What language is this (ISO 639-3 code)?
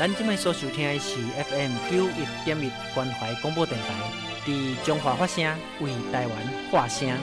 nan